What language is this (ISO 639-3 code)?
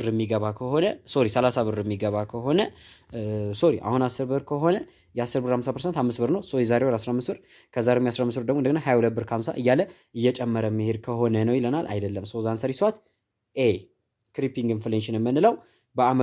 amh